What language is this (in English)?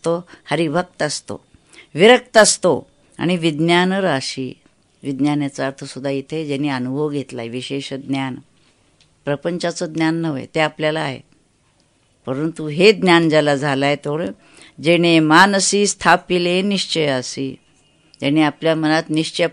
Marathi